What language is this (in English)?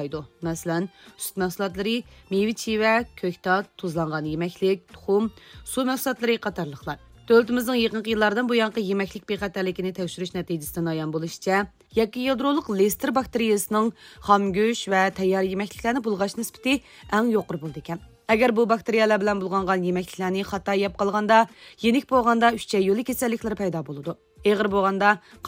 Uyghur